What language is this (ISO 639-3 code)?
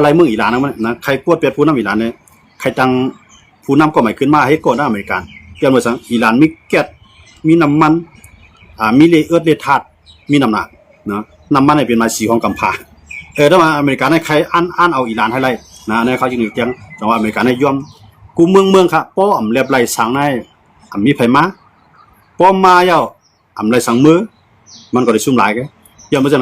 shn